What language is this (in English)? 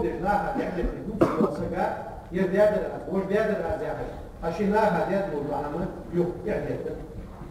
Ingush